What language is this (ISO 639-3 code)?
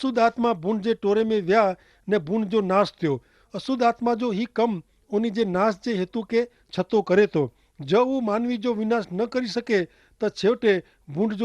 kfr